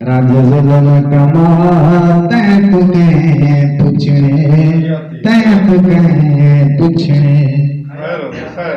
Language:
Saraiki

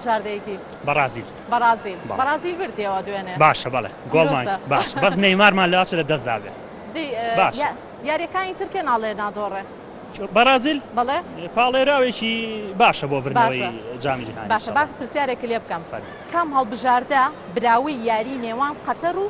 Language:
Central Kurdish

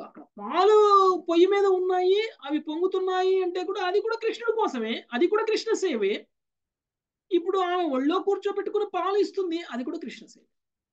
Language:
Telugu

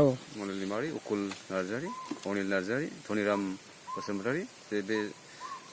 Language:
Bodo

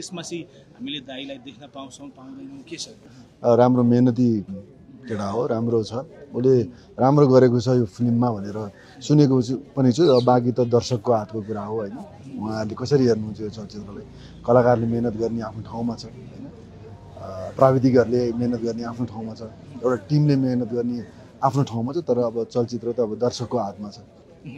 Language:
Nepali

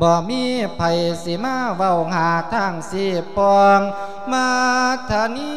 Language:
Lao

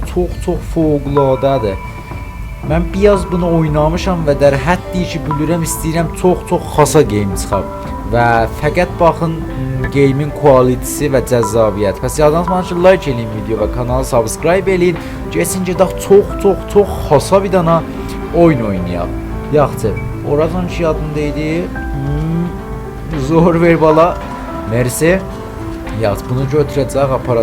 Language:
South Azerbaijani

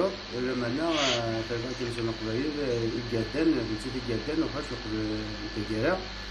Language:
Kabyle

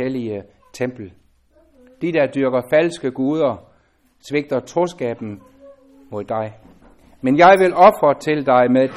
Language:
Danish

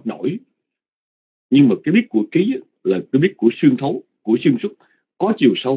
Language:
Vietnamese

